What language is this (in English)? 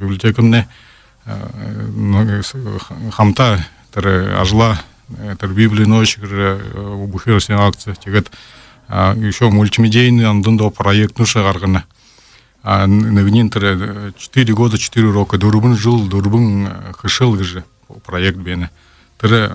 Buriat